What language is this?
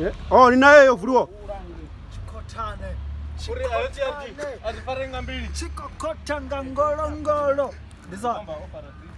Venda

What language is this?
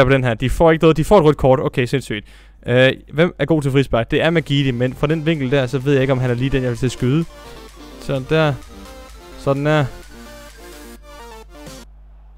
Danish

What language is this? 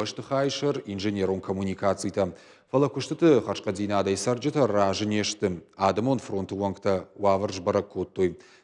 Ossetic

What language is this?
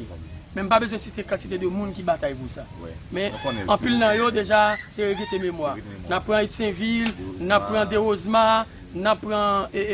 Haitian Creole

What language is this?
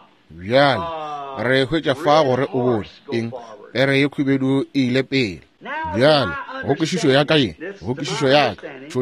Northern Sotho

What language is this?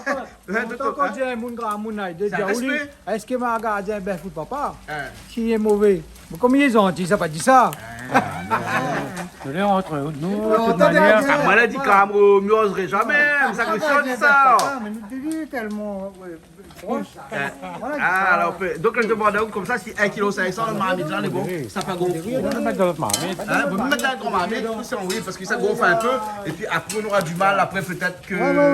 Réunion Creole French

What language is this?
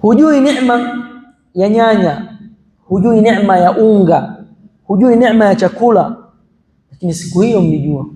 Swahili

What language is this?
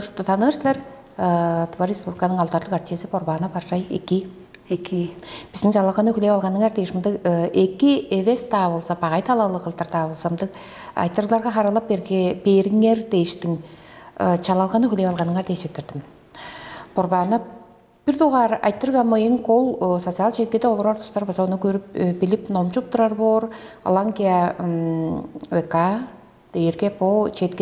Tuvinian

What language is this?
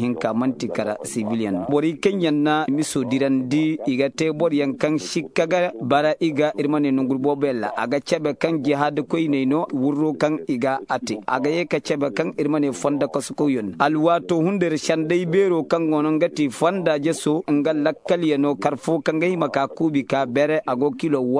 Koyraboro Senni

